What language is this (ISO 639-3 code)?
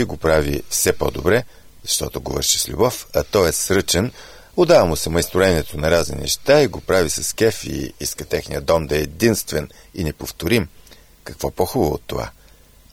bul